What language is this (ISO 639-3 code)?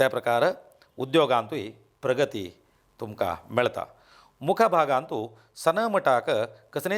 kok